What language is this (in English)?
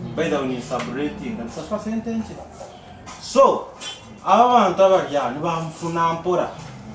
Nyankole